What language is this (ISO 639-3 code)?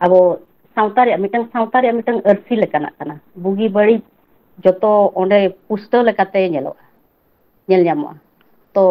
sat